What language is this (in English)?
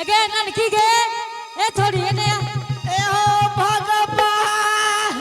Angika